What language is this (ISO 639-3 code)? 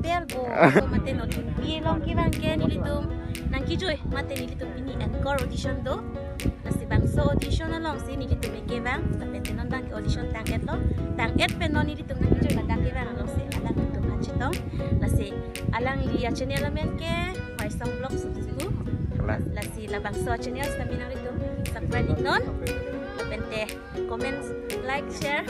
mjw